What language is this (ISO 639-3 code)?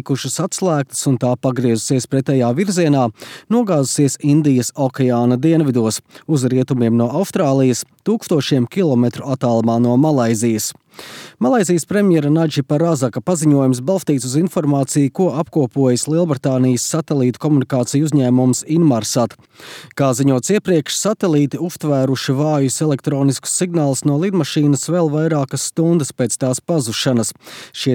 lav